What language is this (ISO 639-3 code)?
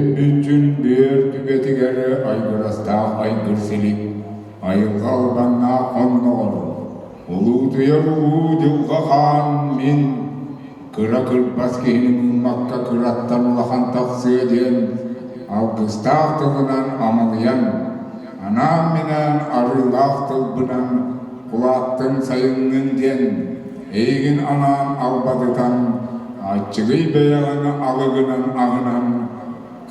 sah